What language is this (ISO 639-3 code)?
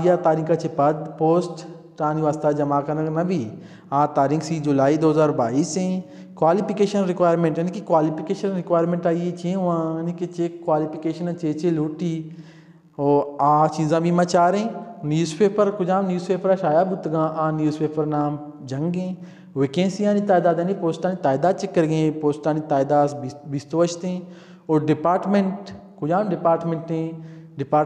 bal